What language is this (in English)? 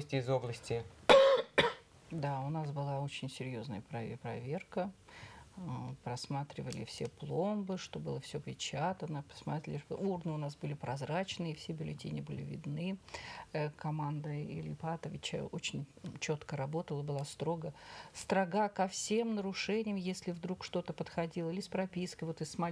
Russian